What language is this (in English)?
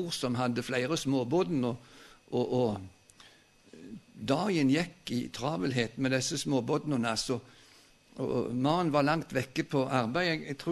Norwegian